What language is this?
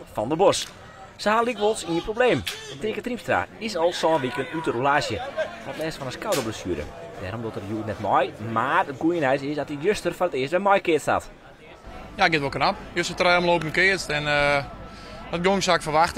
Western Frisian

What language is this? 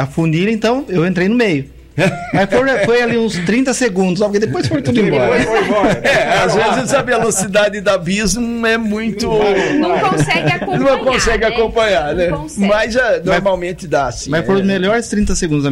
Portuguese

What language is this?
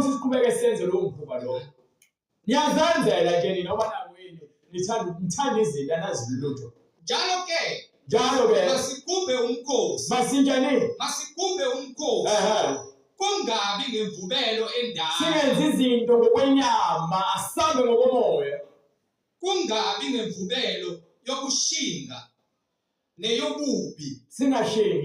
Zulu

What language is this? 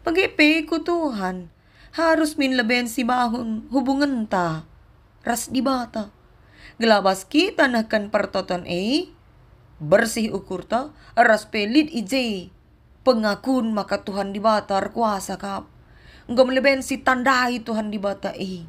Batak Karo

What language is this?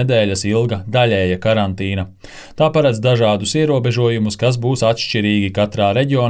Latvian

